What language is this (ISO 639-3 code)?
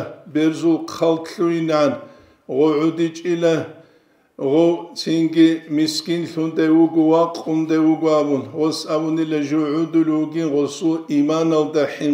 ava